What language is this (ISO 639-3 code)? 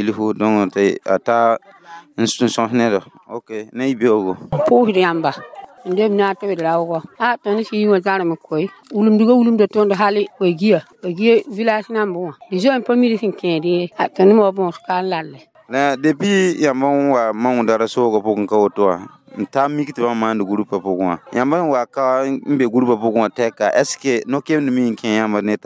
mos